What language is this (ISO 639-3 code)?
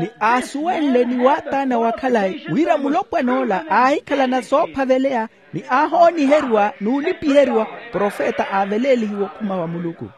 vmw